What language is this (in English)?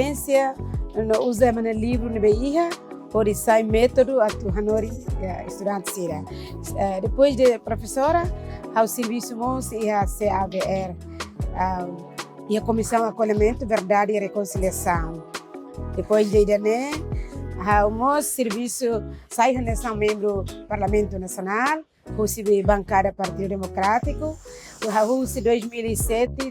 Tetum